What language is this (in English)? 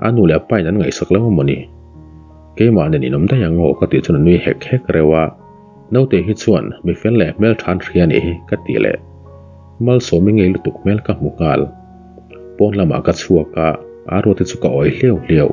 Mizo